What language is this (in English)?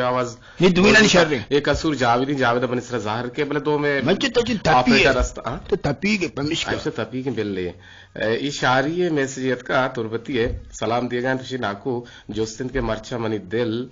Eastern Balochi